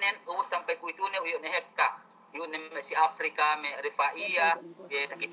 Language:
Yakan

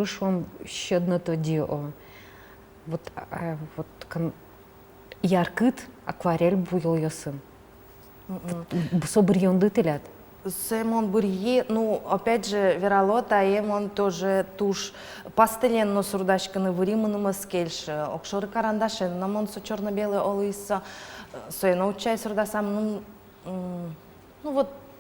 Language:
Udmurt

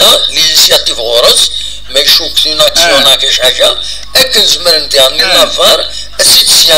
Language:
Kabyle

